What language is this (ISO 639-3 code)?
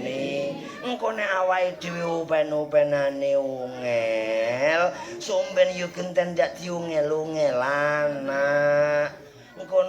jav